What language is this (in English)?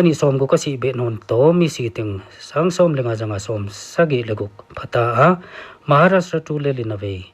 Paite Chin